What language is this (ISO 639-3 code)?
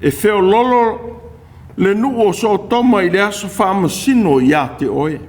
smo